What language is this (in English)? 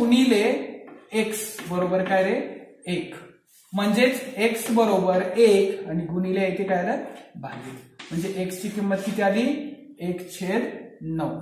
Marathi